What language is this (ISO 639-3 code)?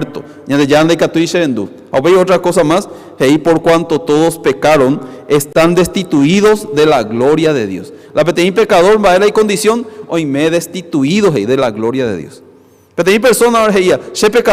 grn